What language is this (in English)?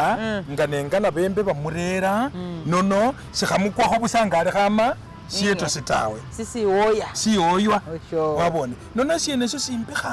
Masaaba